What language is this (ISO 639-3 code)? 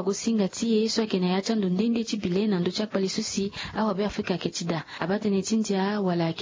sag